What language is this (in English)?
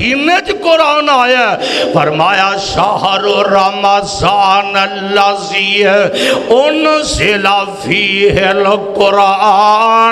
Urdu